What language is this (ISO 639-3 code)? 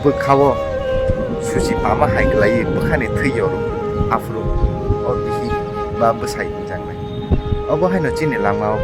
trp